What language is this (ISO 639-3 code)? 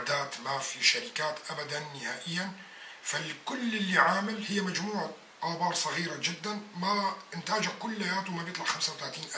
apc